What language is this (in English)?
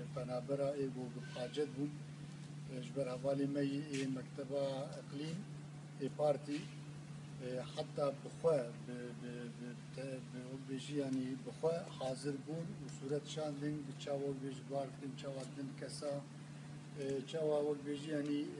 Kurdish